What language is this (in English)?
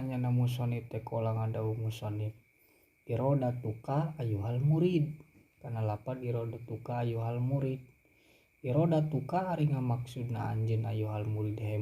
Sundanese